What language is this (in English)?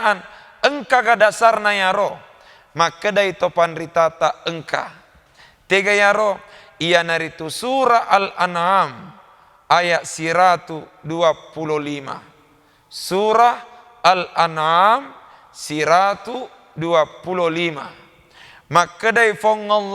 Buginese